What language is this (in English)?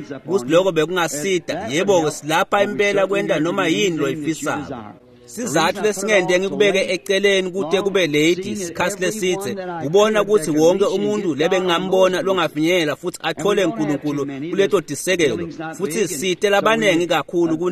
Swati